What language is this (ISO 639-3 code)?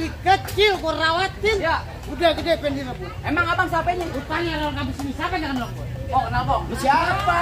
bew